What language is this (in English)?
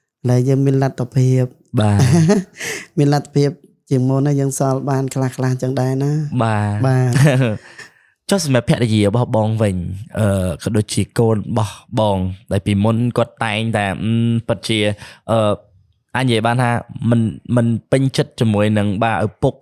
Khmer